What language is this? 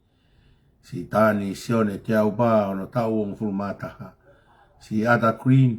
Tongan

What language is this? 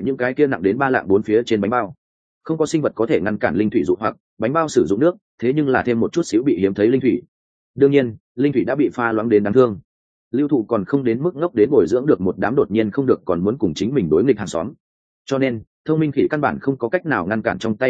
Vietnamese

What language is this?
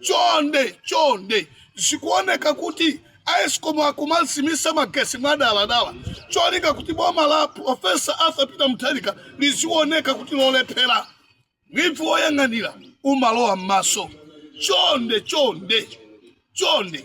Nyanja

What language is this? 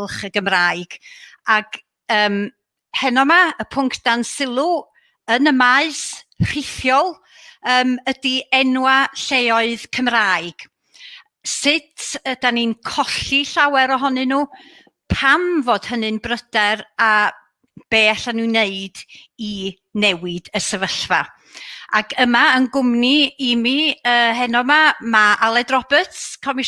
Welsh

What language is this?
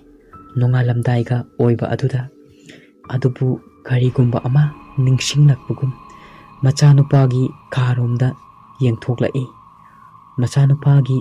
Manipuri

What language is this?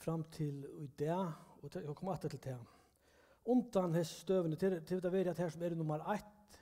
Faroese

